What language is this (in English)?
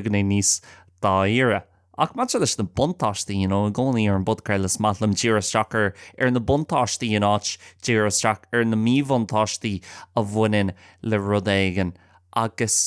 Irish